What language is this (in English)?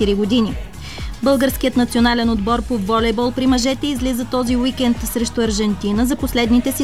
Bulgarian